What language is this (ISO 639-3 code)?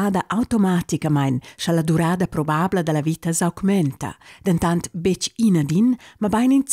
roh